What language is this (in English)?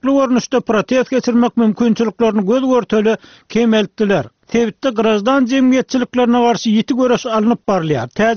Turkmen